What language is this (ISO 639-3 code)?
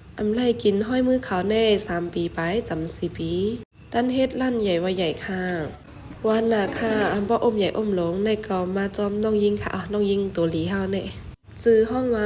shn